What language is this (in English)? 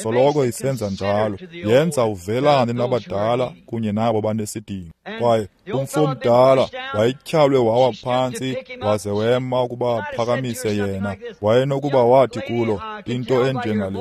Xhosa